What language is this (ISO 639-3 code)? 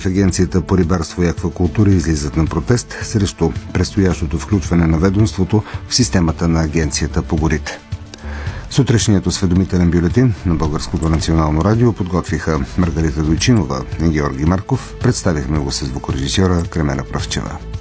bul